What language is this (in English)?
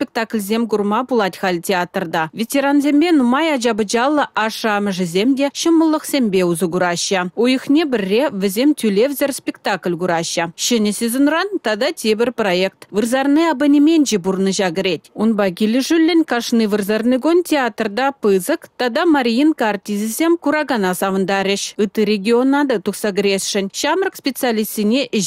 Chuvash